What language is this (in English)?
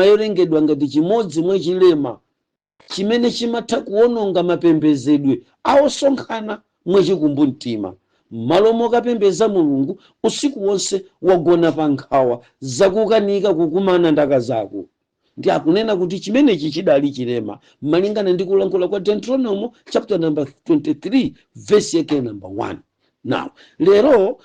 Nyanja